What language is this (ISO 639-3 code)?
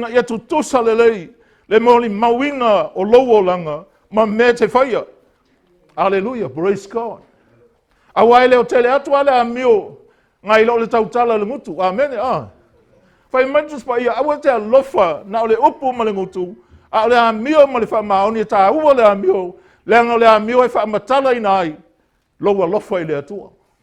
smo